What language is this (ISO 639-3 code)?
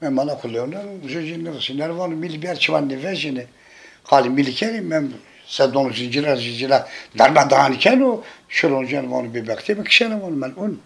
zza